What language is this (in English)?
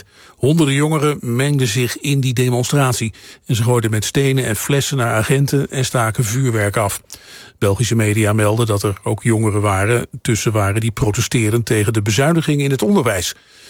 Dutch